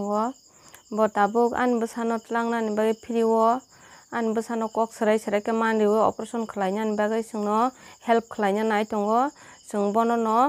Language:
Kok Borok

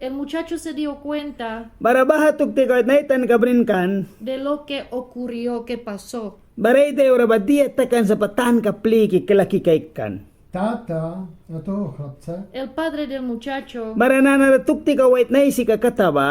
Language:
Mískito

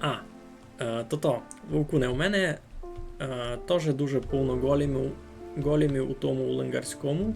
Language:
Rusyn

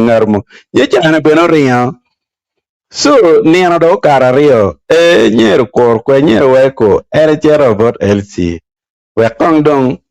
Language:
Acoli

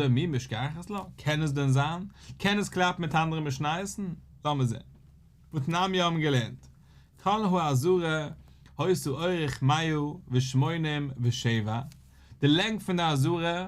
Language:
Yiddish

